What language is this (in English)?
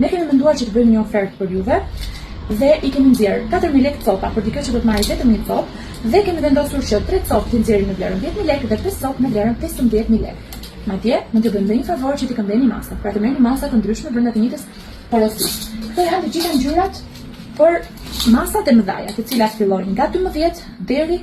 Albanian